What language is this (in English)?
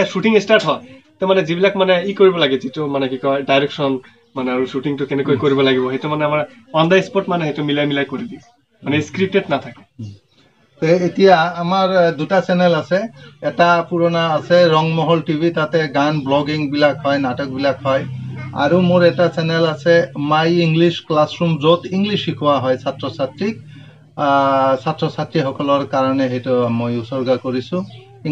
Assamese